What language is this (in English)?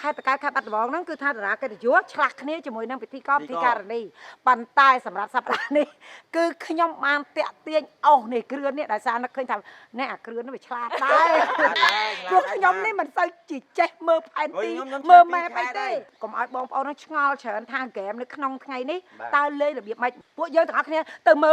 Khmer